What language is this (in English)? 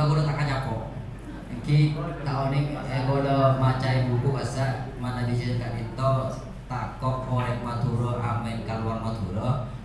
Madurese